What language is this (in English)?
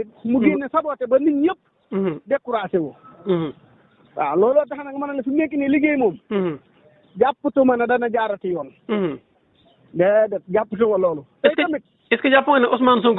Wolof